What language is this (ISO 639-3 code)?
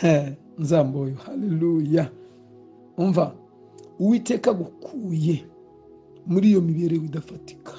kin